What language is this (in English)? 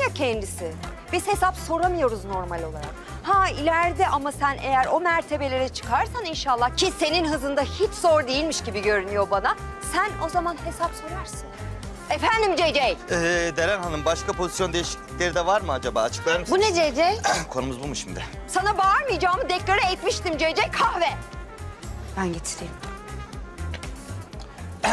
Turkish